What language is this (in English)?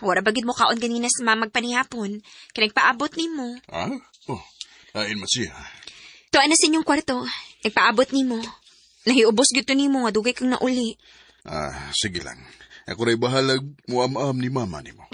Cebuano